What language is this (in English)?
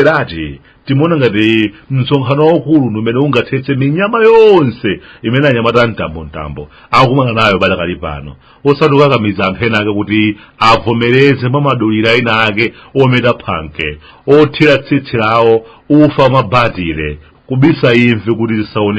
Nyanja